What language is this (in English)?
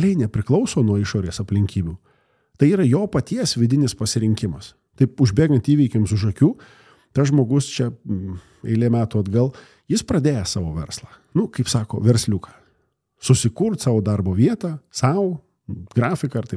Lithuanian